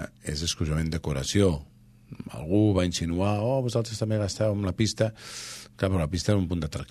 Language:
Catalan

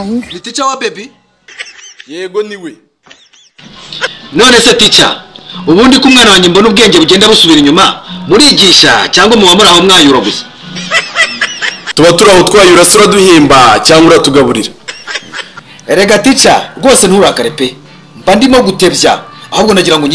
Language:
Kinyarwanda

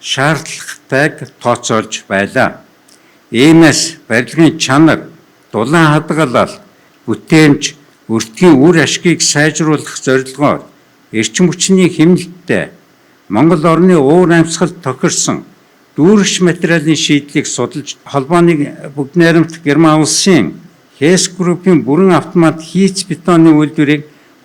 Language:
Mongolian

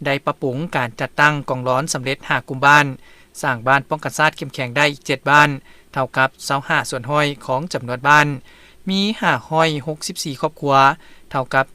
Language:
Lao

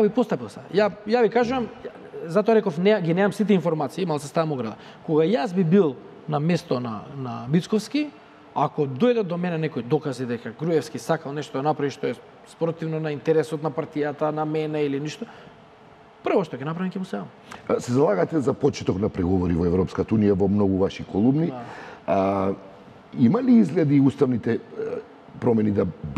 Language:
Macedonian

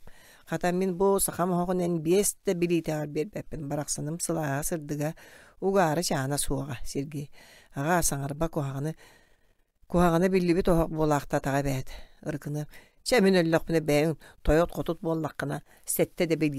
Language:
Yakut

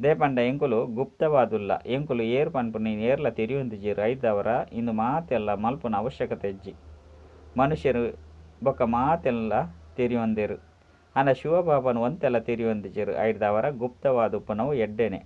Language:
Tulu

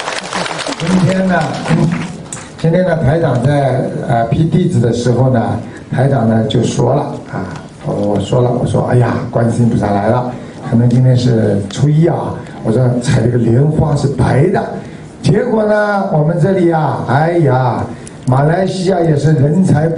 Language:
Chinese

